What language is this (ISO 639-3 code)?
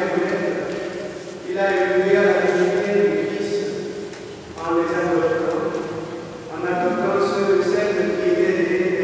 fra